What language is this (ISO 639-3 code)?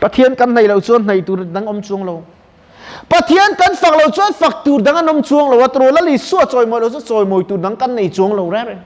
lus